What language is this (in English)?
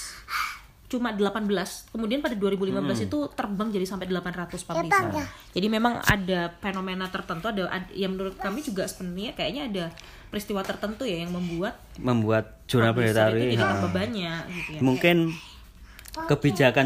Indonesian